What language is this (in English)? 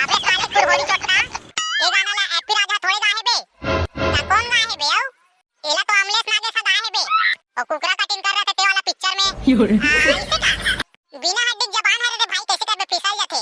Chhattisgarhi